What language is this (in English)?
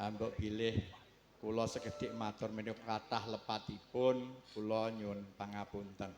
Javanese